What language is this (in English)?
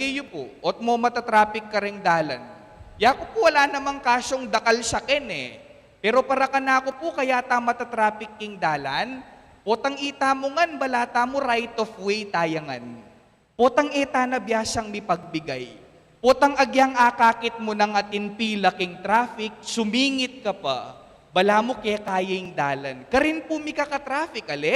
Pampanga